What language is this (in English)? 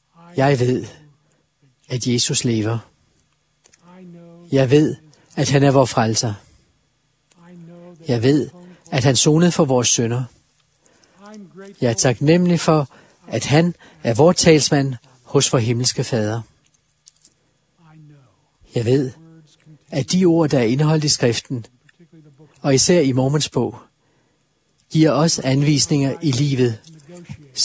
Danish